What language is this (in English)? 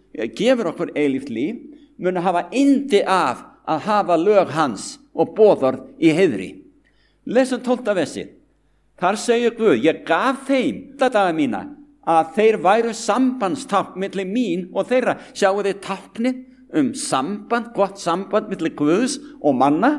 Icelandic